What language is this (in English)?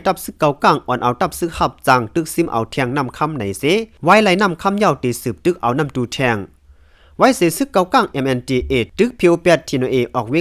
Shan